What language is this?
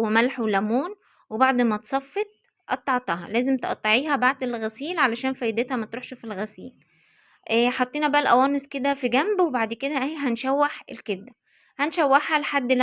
Egyptian Arabic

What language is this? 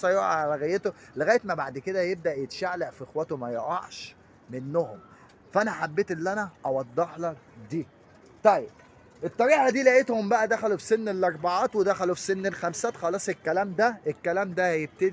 Egyptian Arabic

